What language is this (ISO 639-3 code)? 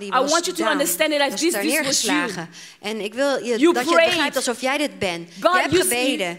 nld